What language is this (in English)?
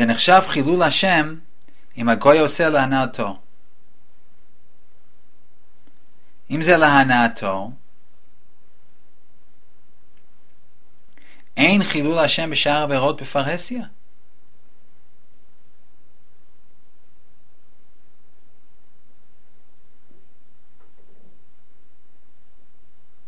Hebrew